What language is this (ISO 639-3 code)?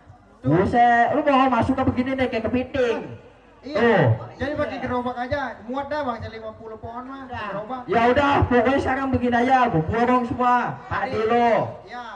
bew